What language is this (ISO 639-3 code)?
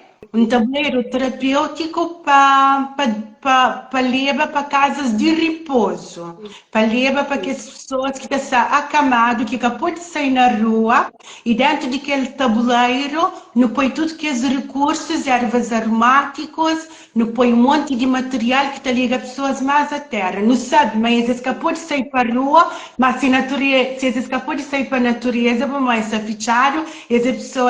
kea